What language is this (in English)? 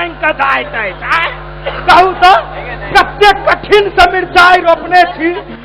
Maithili